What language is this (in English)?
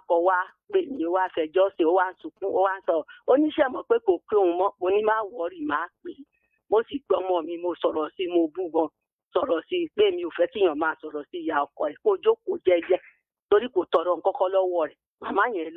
Yoruba